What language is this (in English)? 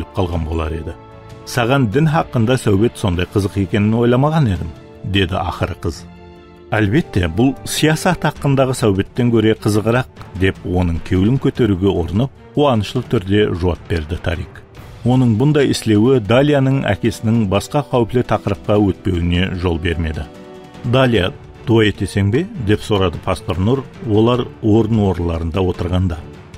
Kara-Kalpak